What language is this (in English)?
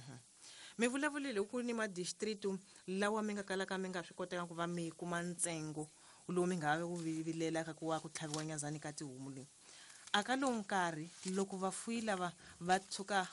Tsonga